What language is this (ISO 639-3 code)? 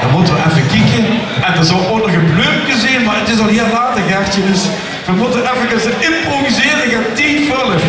lim